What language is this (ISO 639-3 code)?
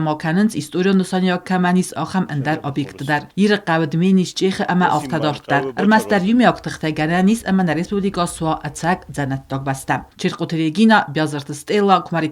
oss